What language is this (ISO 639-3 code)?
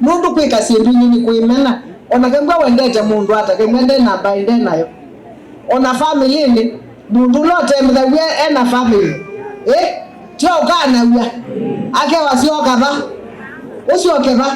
kam